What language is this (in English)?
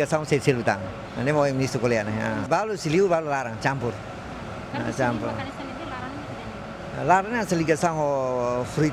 Tetum